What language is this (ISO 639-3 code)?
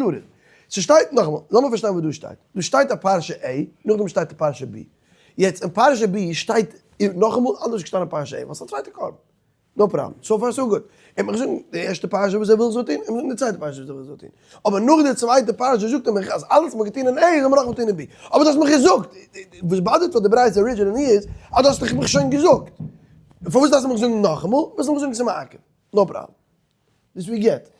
yid